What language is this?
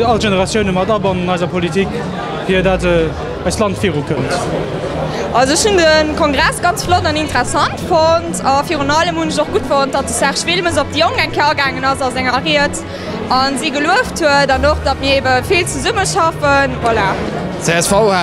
Luxembourgish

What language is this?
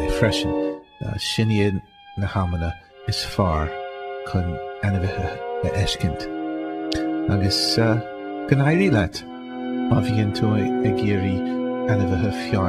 Irish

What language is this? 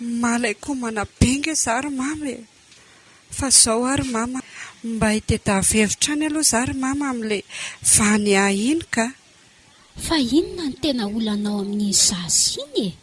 Malagasy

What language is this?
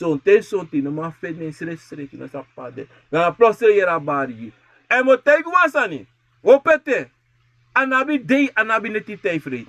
Sranan Tongo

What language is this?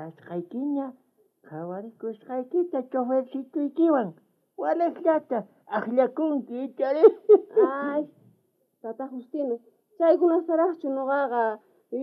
South Bolivian Quechua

